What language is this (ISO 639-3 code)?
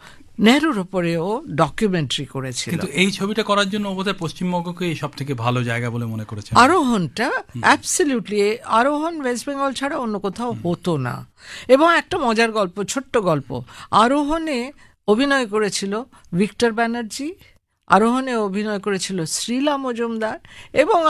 ben